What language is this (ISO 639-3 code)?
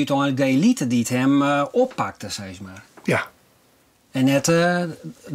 fry